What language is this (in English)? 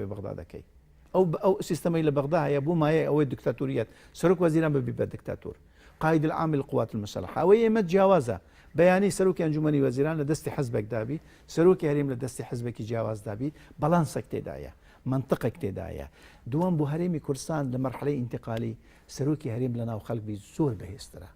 Central Kurdish